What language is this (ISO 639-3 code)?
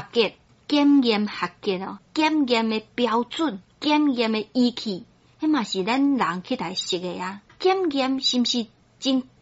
nan